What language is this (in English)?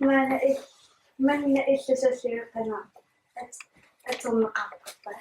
Kalaallisut